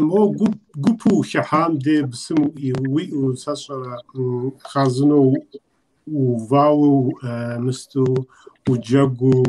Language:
Kabardian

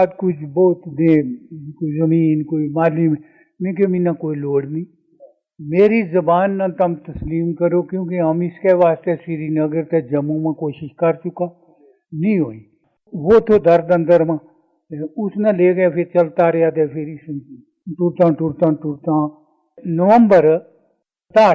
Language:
Gujari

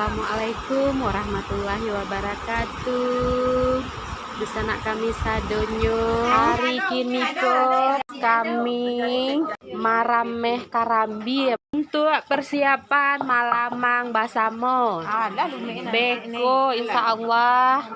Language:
Minangkabau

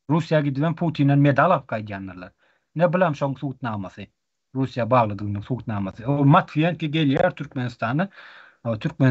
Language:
Turkmen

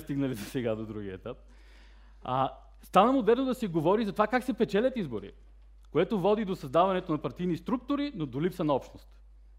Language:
Bulgarian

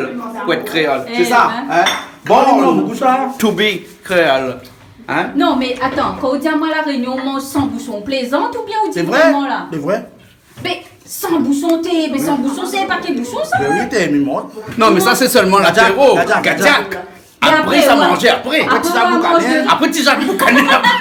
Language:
Réunion Creole French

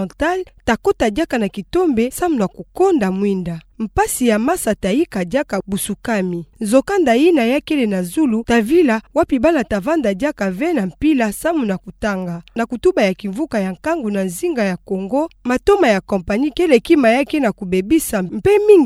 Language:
Kituba (Democratic Republic of Congo)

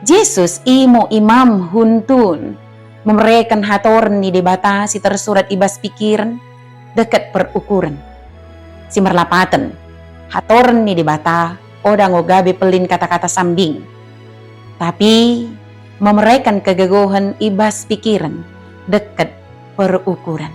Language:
Batak Dairi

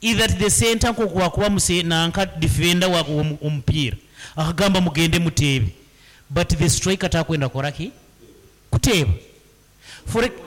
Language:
Nyankole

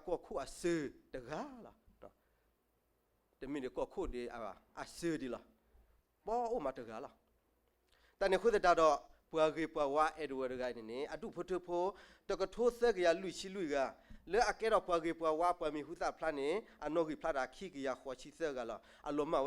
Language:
S'gaw Karen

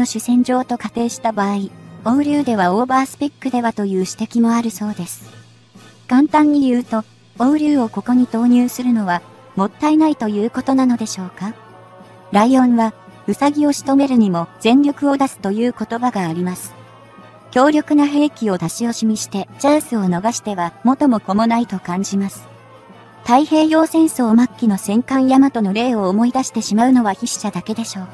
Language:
Japanese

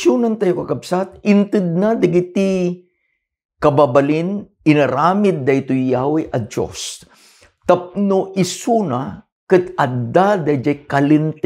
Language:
Iloko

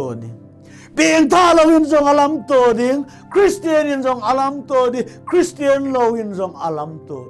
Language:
Thado Chin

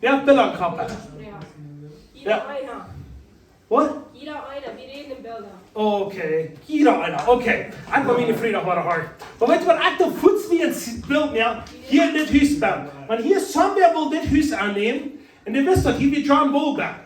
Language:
Plautdietsch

